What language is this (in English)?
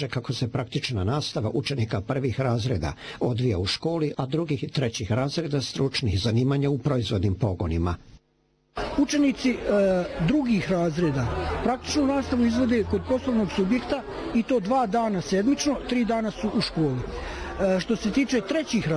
Bosnian